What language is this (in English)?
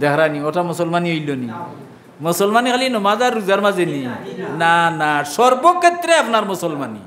Sylheti